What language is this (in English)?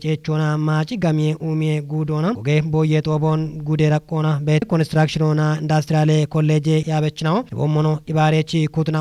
Kafa